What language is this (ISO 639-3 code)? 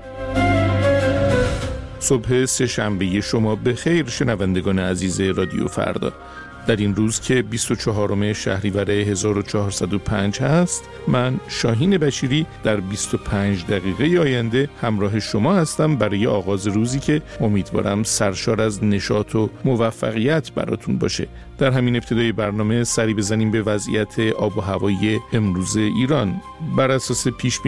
fas